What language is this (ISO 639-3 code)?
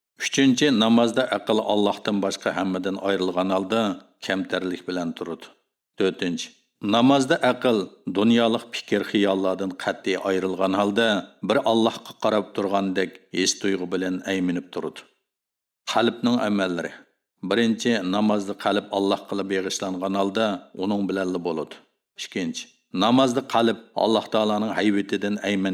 uig